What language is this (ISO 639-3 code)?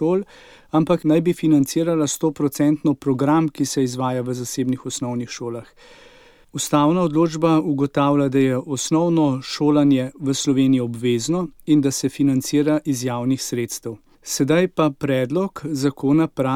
slv